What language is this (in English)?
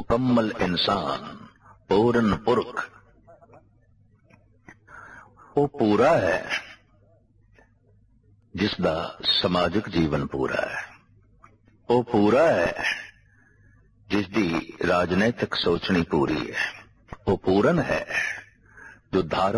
Punjabi